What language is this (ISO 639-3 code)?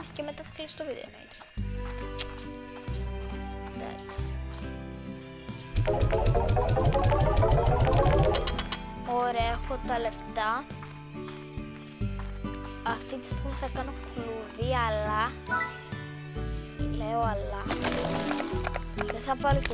ell